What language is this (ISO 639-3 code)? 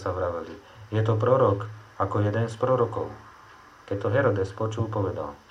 slk